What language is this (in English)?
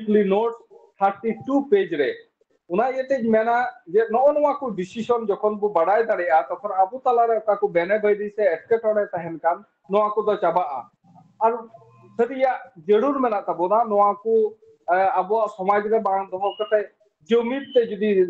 Santali